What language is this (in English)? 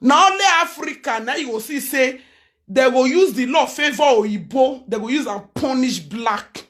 Nigerian Pidgin